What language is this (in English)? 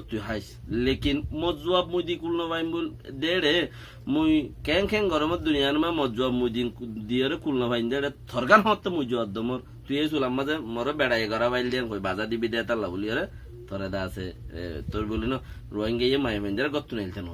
Rohingya